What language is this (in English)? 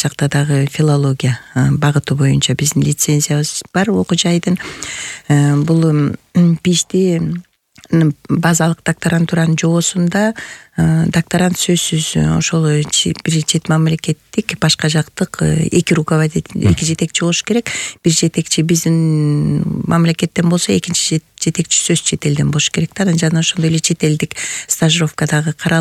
Kyrgyz